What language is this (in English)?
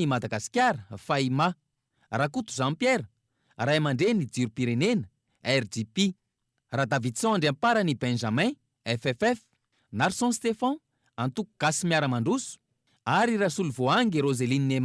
Malagasy